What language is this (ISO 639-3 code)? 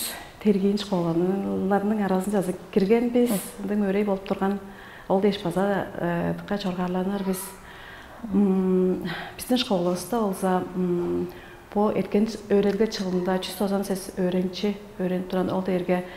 tyv